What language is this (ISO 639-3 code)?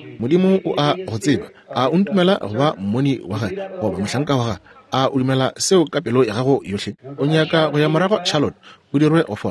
nso